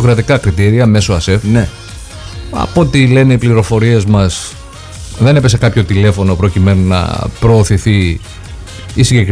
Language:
Greek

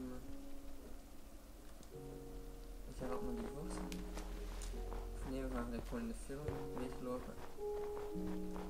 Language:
Dutch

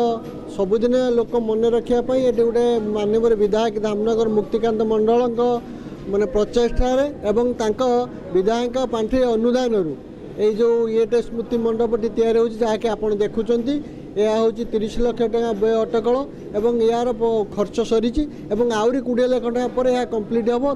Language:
Odia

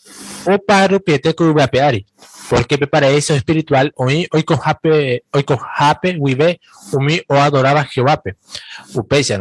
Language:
Guarani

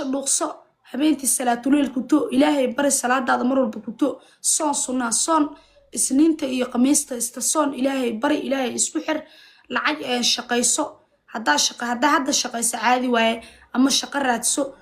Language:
Somali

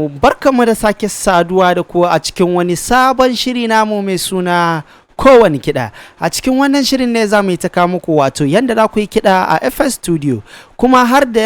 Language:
Hausa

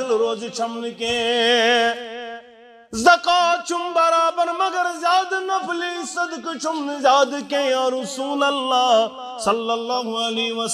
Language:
Kashmiri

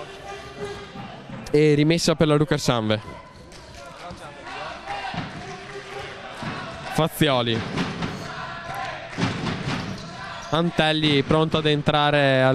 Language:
Italian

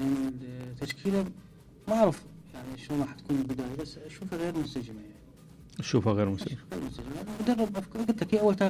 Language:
Mesopotamian Arabic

